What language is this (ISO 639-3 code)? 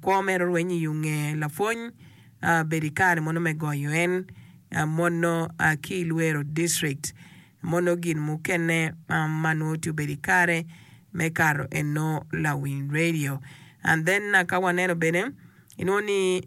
ach